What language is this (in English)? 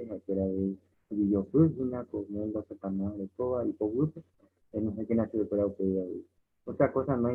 Guarani